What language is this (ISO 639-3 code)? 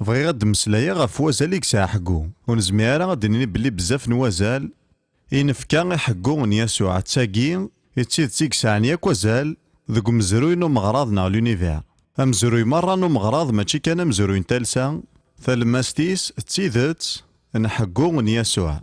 kab